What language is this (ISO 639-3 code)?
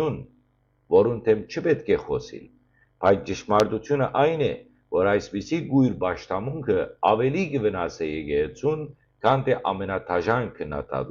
hyw